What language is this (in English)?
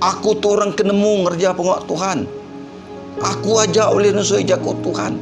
Iban